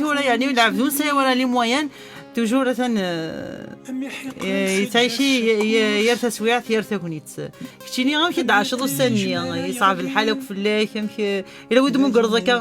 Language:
Kabyle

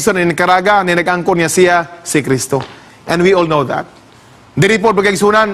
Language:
Cebuano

